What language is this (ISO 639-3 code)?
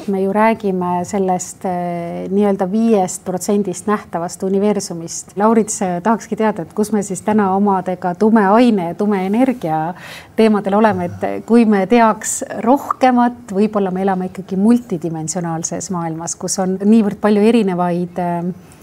est